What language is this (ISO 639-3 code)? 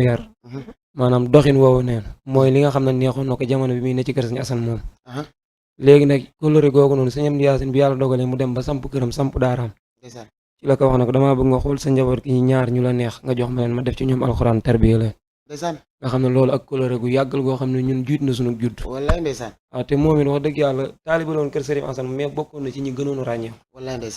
wol